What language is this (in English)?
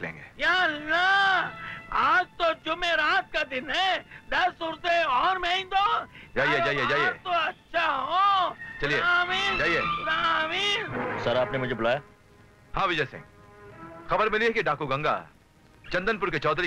Hindi